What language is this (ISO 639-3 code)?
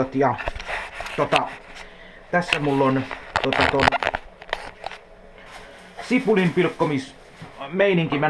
fin